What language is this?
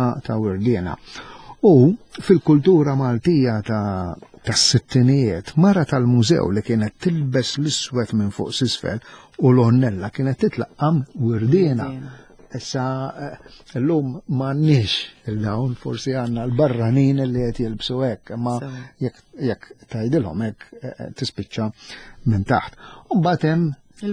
Maltese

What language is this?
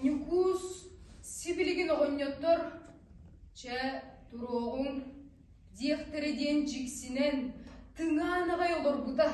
Yakut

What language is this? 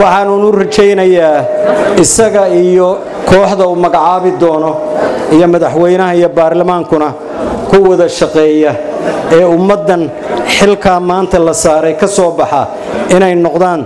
Somali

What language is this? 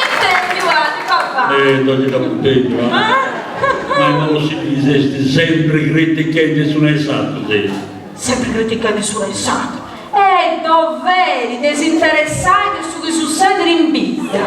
Sardinian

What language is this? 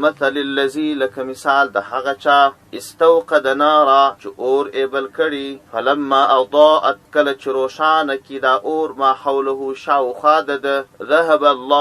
Pashto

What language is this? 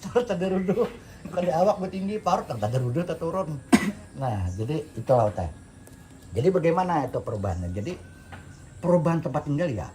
Banjar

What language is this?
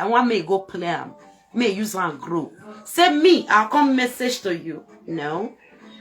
Nigerian Pidgin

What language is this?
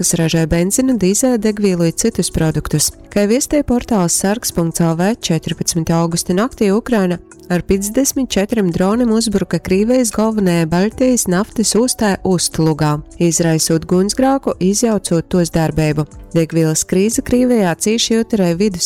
Latgalian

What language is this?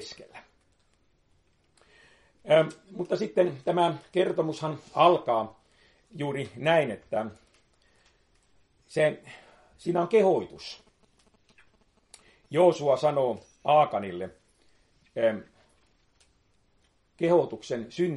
Finnish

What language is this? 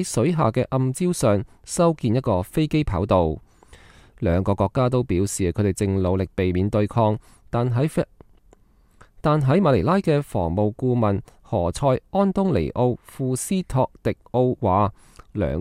Cantonese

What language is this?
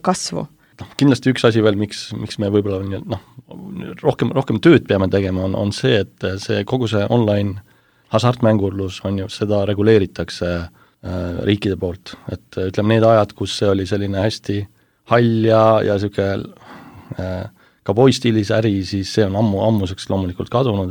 Estonian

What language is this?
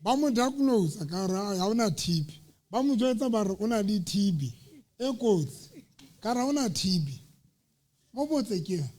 Southern Sotho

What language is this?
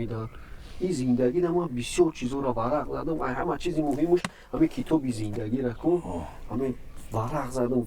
Tajik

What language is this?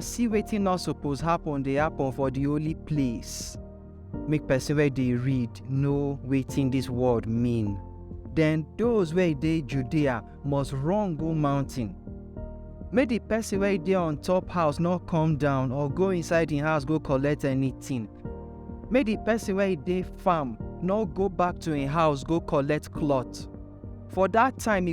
Nigerian Pidgin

